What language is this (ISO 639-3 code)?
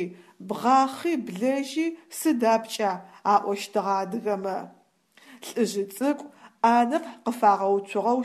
ady